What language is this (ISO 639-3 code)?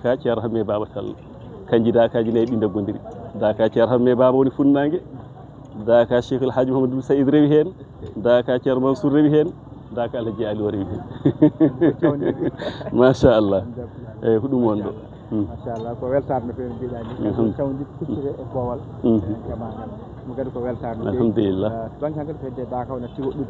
ful